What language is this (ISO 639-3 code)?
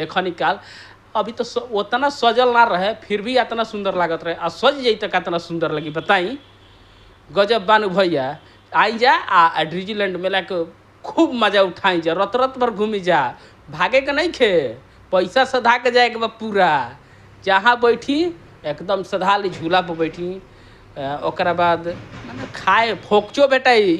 bho